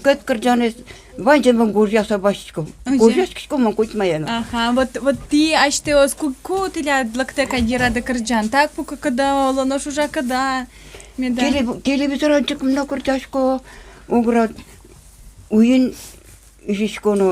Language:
Udmurt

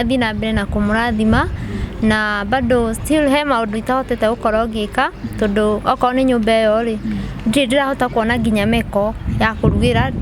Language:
Kikuyu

